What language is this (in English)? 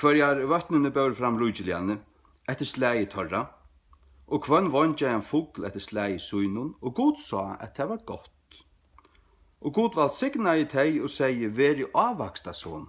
Faroese